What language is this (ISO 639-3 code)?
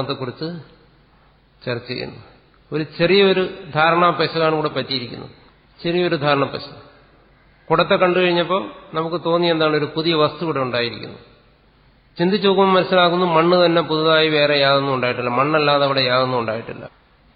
mal